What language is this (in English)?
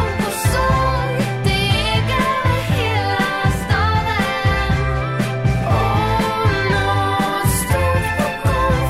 Swedish